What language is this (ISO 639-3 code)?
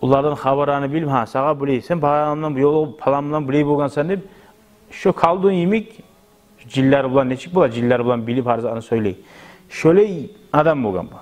kum